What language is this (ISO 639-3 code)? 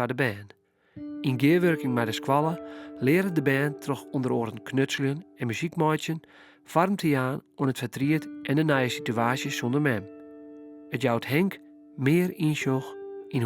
fry